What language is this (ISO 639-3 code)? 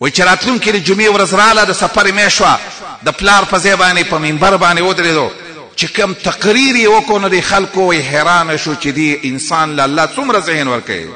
pus